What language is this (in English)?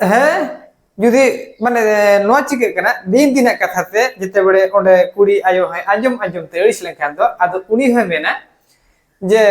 Santali